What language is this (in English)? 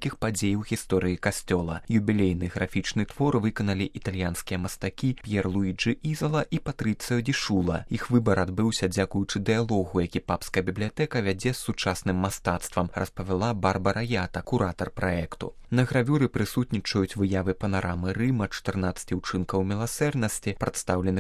Belarusian